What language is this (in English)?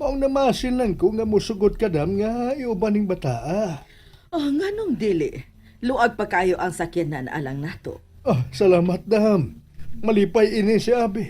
Cebuano